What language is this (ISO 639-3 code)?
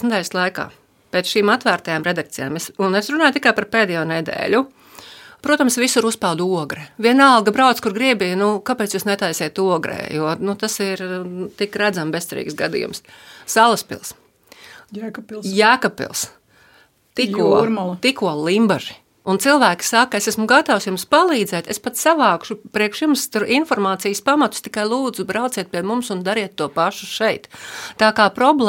lav